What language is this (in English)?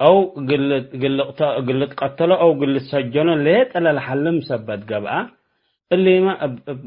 Tigre